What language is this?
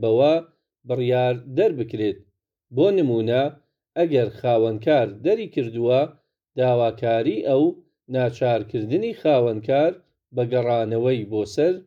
Central Kurdish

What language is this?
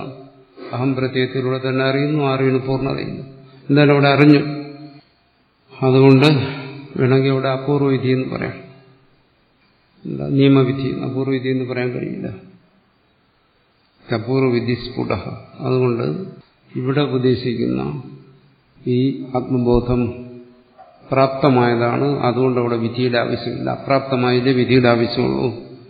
Malayalam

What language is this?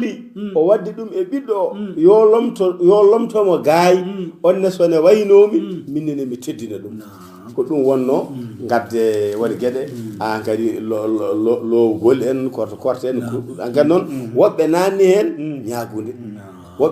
Fula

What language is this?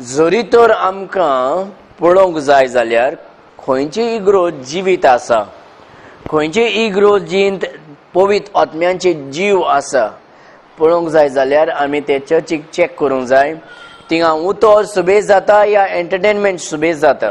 Konkani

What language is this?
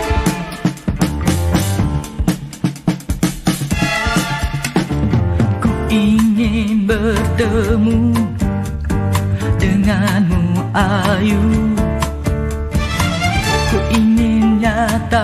Malay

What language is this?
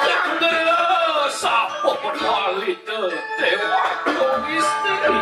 Balinese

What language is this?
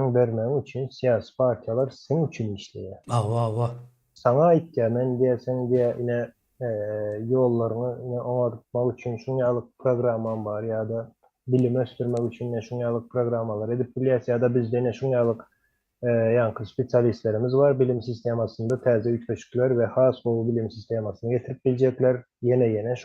Turkmen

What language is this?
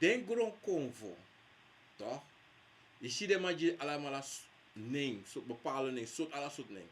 Sranan Tongo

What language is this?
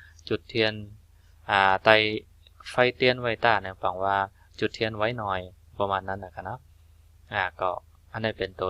Shan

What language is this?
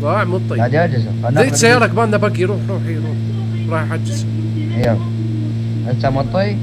Mesopotamian Arabic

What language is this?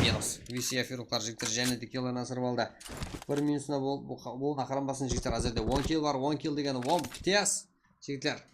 Kara-Kalpak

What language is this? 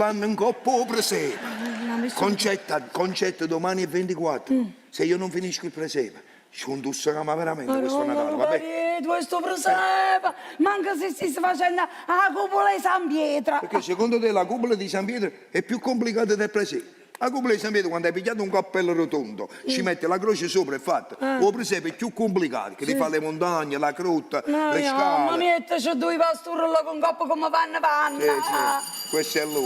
Neapolitan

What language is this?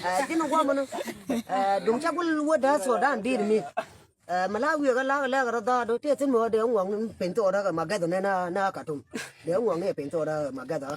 Nuer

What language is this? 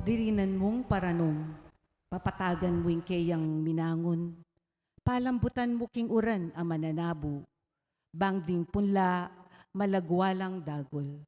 Pampanga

